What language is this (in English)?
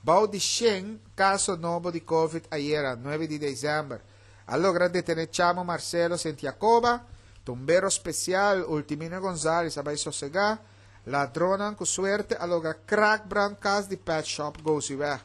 Papiamento